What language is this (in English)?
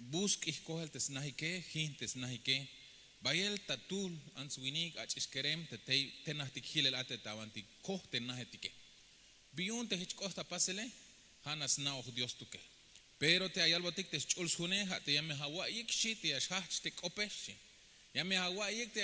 Tzeltal